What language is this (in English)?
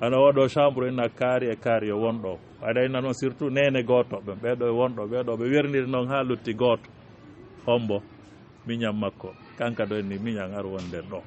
Fula